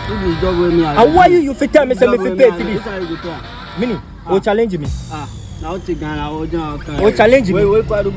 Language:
Jamaican Creole English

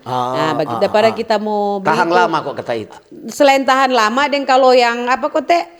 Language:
Manado Malay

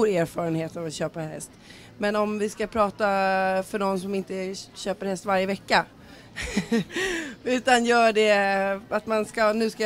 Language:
Swedish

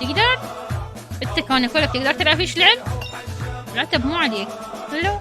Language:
Mesopotamian Arabic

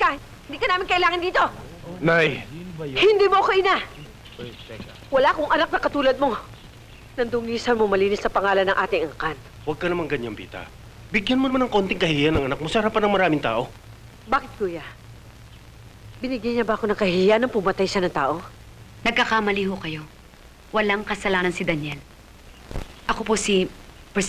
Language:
Filipino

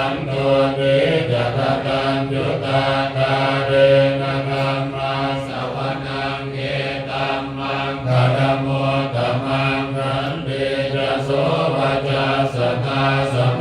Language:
Pali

